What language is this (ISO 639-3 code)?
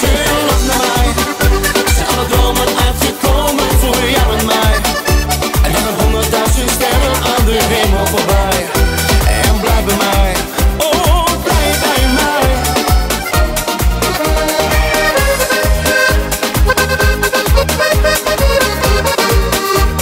nld